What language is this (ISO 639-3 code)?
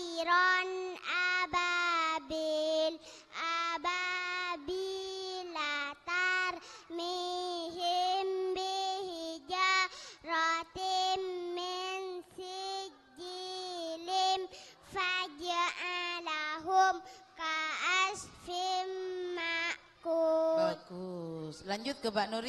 mad